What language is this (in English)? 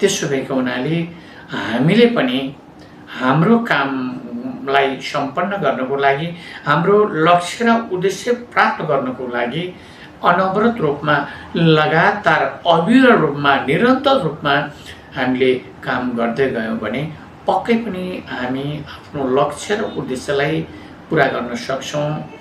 Nepali